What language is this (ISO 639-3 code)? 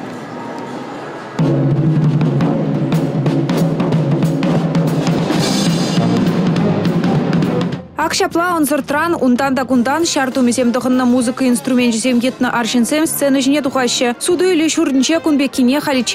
chv